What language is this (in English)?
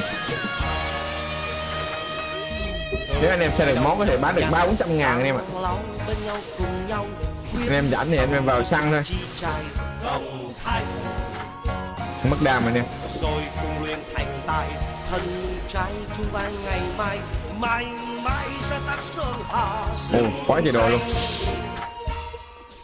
Vietnamese